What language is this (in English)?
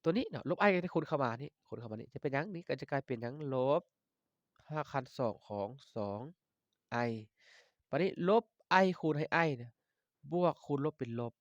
Lao